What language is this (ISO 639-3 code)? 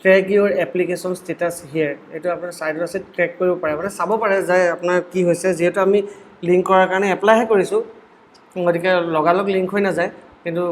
asm